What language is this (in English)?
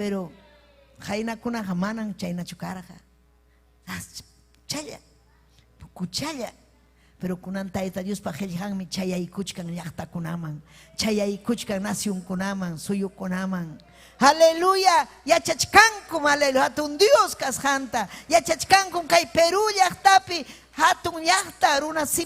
Ayacucho Quechua